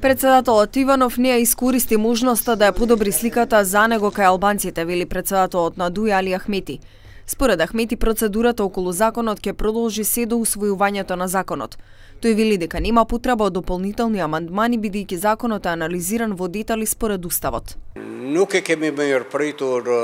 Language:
Macedonian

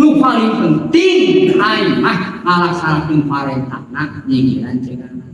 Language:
Sundanese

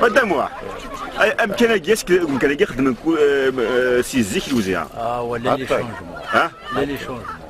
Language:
Kabyle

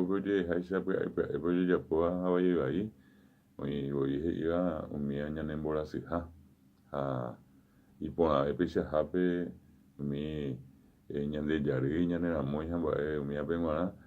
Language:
Guarani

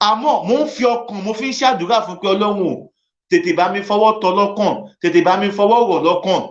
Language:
Yoruba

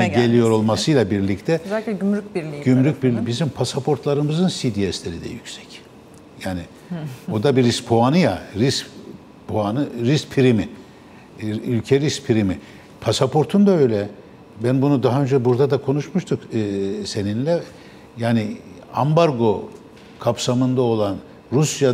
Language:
Turkish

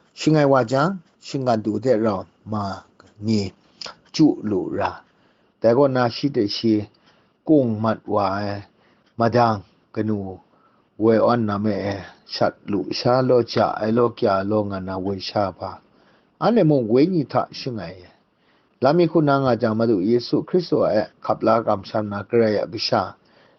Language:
Kachin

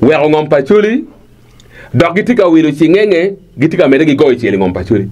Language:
Acoli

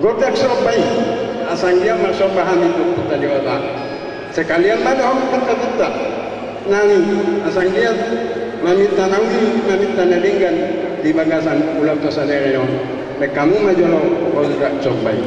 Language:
Batak Toba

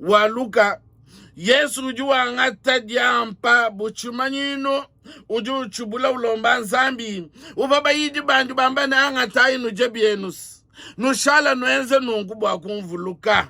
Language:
Luba-Lulua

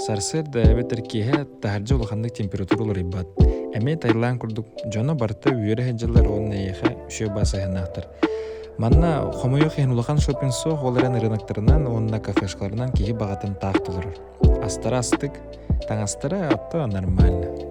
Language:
Yakut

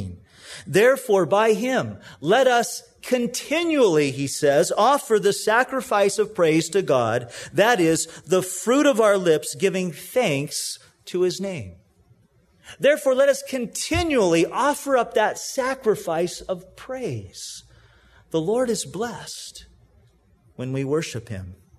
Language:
English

